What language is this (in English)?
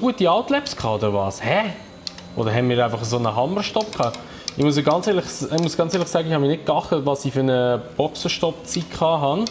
Swiss German